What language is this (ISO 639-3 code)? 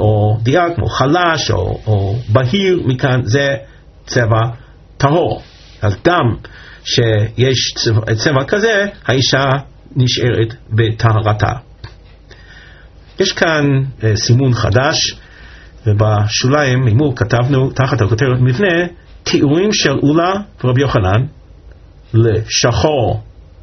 heb